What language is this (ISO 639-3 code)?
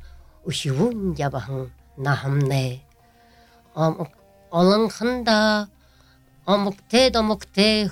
bua